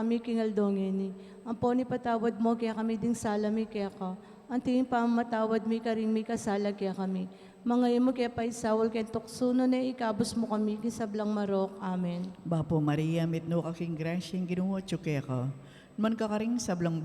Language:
Pampanga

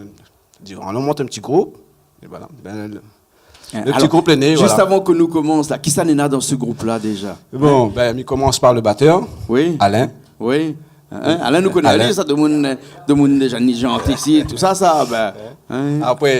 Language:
Réunion Creole French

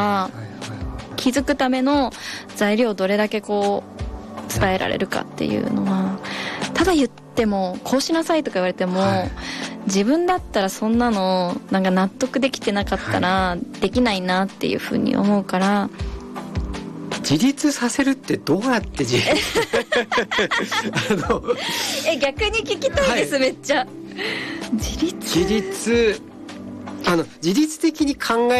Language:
Japanese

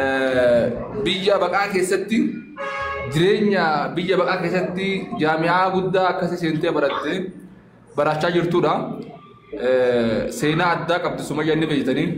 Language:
Oromo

